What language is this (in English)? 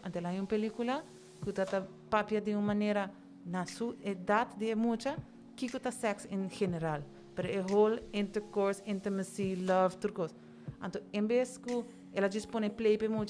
Papiamento